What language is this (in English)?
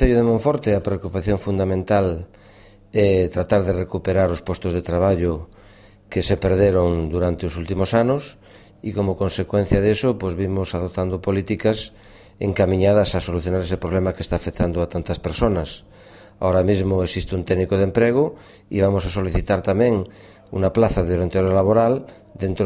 Galician